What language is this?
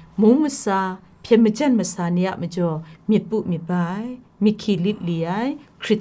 Kachin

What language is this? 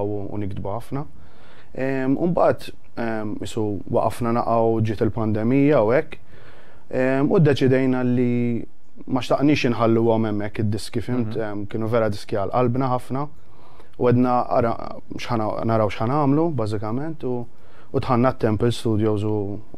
Maltese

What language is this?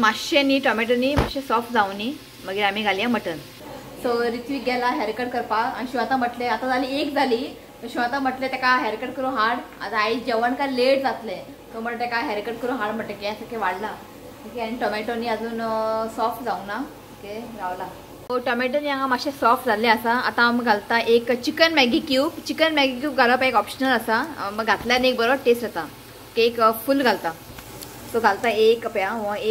Konkani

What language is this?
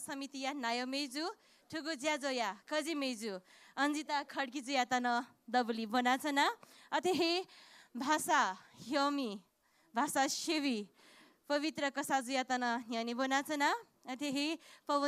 Newari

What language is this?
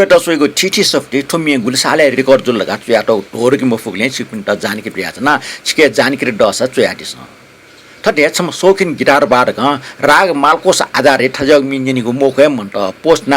Newari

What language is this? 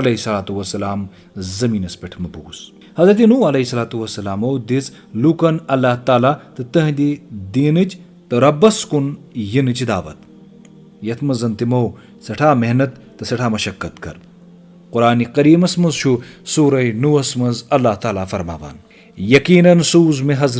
Kashmiri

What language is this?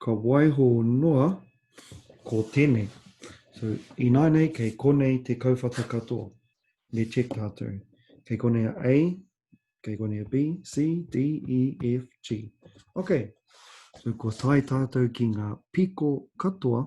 Māori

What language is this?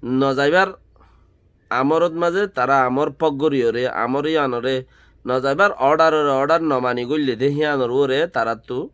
Rohingya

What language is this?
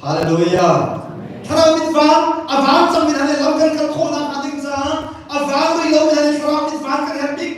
Hakha Chin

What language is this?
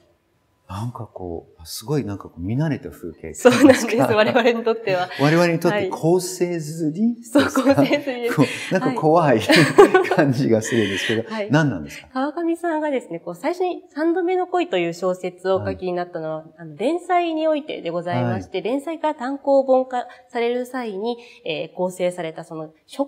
Japanese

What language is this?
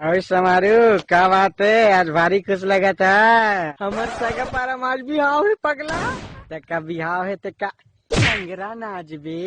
Chhattisgarhi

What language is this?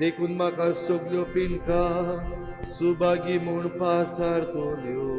Konkani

